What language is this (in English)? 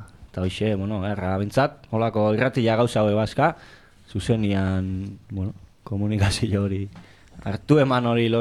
Basque